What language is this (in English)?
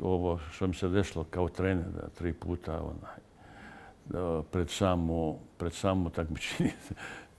Bosnian